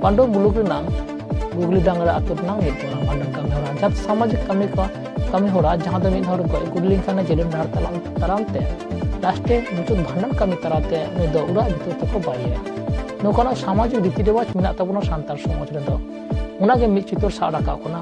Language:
Santali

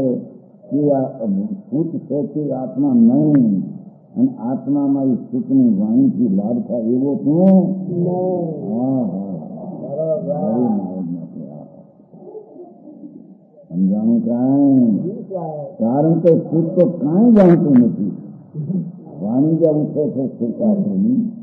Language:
Gujarati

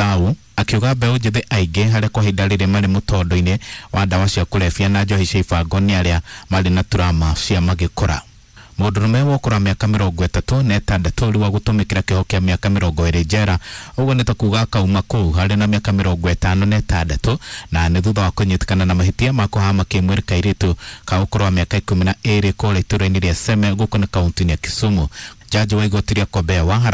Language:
Kikuyu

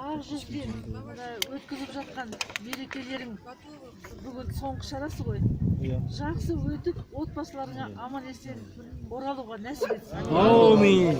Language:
Kazakh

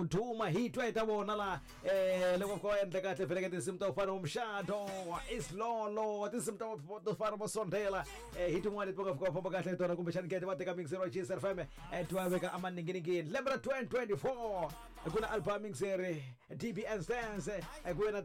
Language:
Tsonga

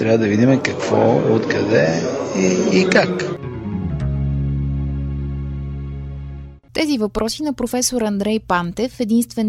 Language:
Bulgarian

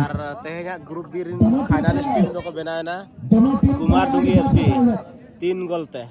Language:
Santali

